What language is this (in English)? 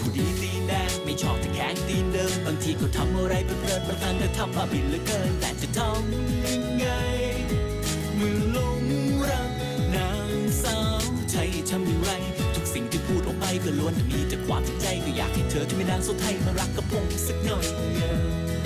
Thai